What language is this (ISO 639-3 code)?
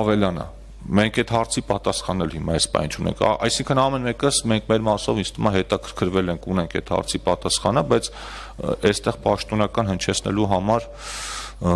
hye